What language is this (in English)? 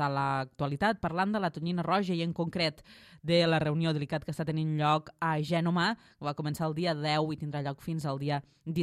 Catalan